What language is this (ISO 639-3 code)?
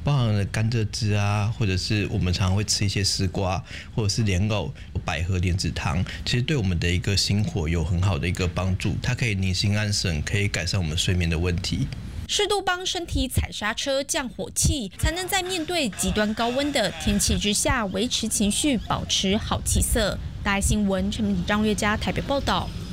zho